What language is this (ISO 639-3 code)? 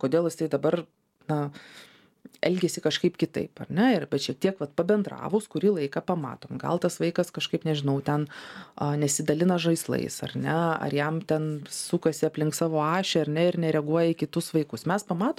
lit